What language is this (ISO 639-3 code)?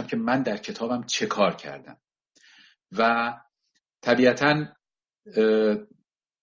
fas